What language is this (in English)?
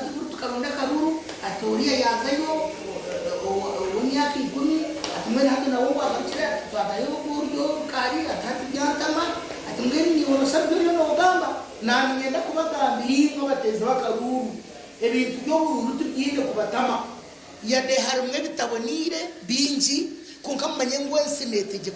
Nyankole